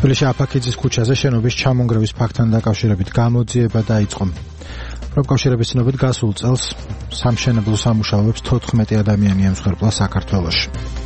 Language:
Georgian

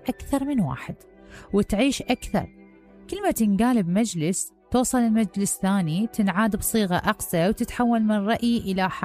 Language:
Mesopotamian Arabic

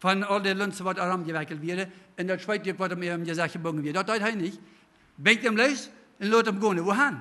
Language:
Plautdietsch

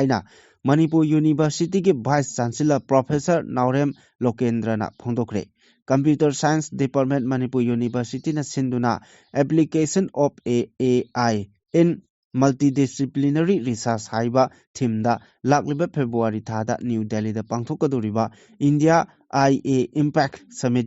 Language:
Manipuri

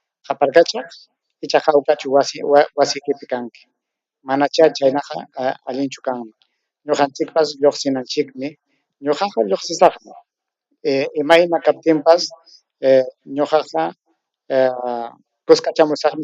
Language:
Ayacucho Quechua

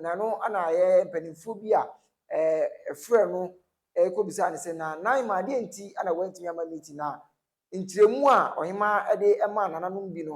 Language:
Akan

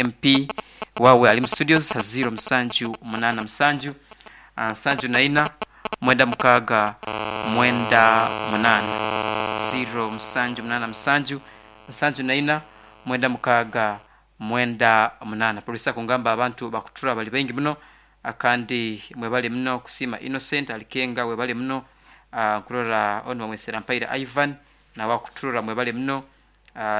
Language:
Nyoro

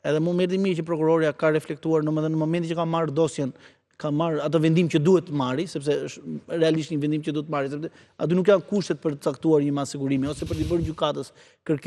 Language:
Albanian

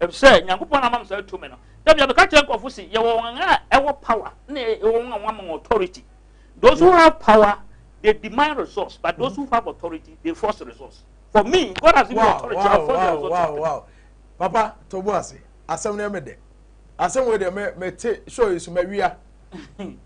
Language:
Akan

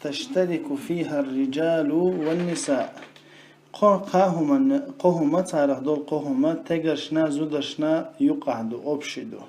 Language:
Chechen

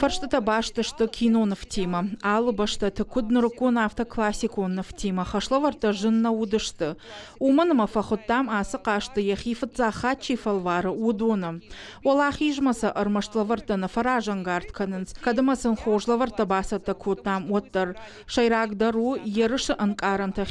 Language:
Ossetic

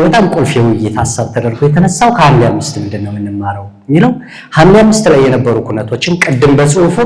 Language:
Amharic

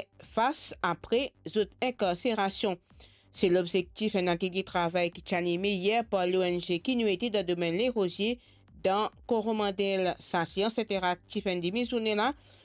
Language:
Morisyen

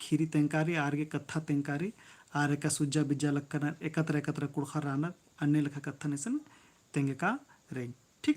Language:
Kurukh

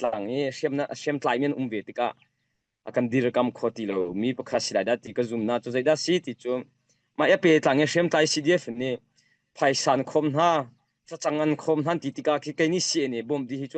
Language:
Hakha Chin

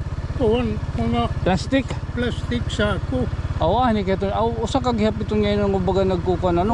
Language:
Waray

